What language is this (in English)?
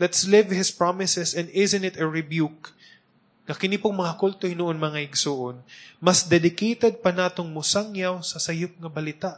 Cebuano